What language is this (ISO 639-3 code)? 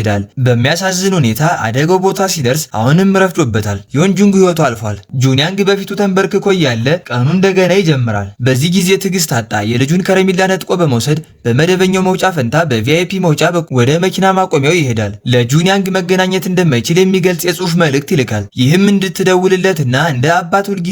amh